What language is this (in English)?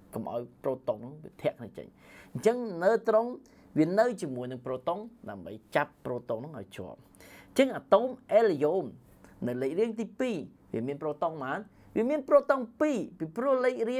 Khmer